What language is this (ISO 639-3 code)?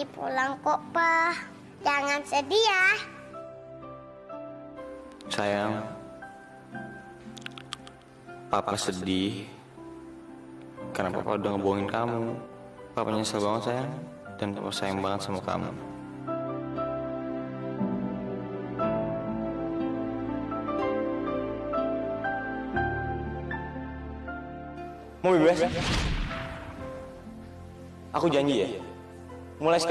ind